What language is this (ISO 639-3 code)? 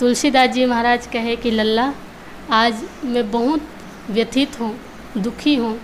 hne